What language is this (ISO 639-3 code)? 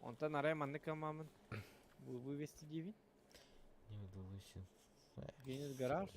sah